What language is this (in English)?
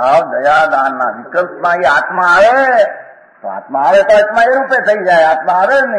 Gujarati